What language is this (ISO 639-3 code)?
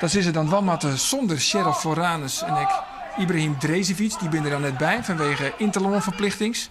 fry